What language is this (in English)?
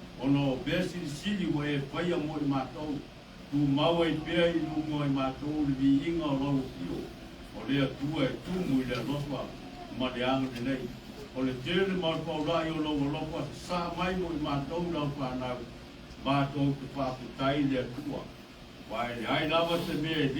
Samoan